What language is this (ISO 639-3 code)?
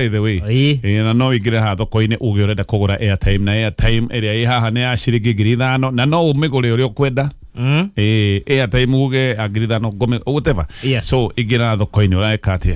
kik